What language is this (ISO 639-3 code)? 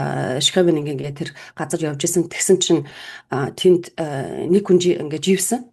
mon